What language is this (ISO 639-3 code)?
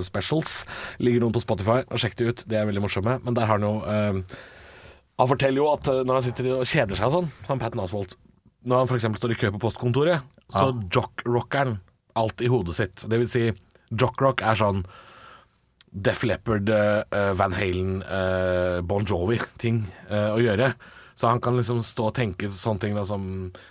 nor